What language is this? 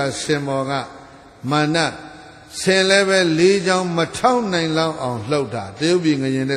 Burmese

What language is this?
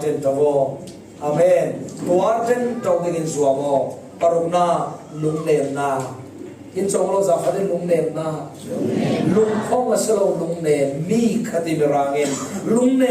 Falam Chin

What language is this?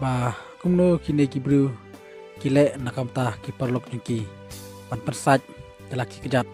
Khasi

